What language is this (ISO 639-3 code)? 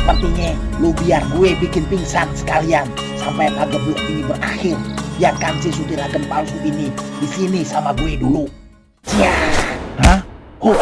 bew